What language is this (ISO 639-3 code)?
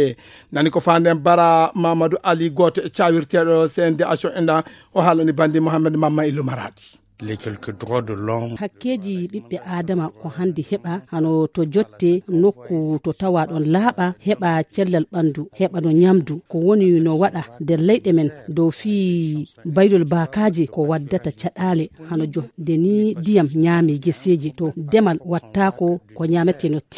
ful